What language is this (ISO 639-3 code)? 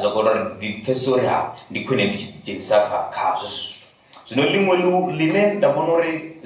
ven